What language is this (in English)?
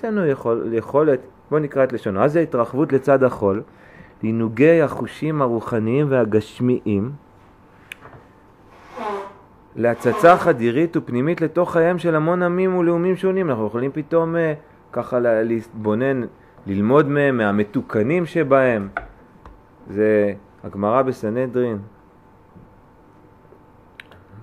Hebrew